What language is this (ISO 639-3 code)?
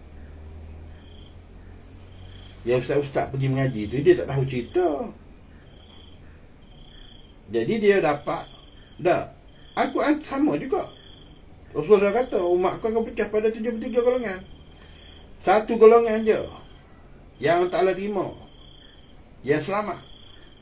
msa